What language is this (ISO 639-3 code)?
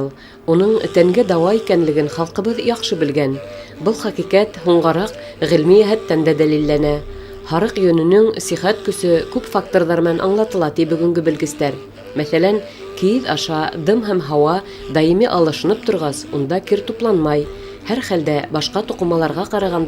bak